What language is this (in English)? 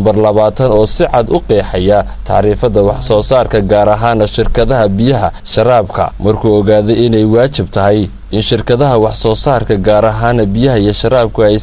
Somali